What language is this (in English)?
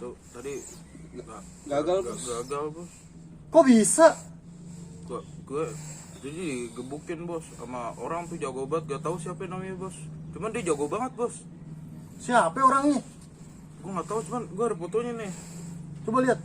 Betawi